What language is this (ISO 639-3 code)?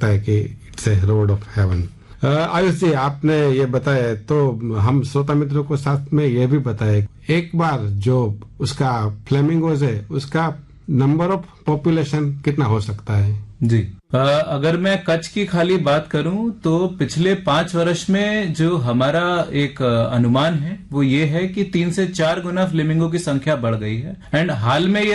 hin